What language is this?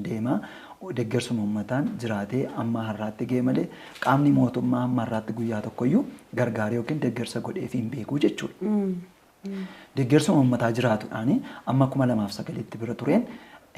Oromo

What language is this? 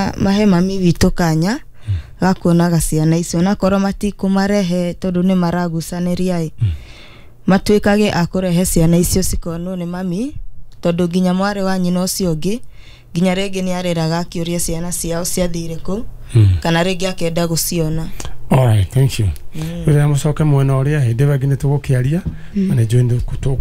Kikuyu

